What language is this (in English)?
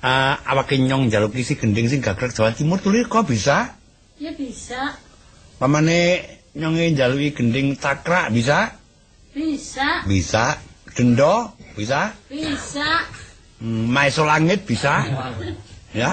Javanese